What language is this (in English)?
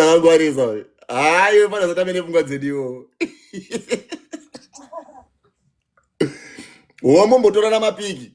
Shona